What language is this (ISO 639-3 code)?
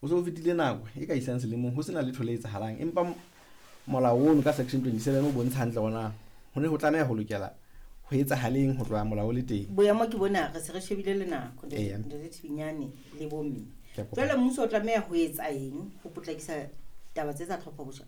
sot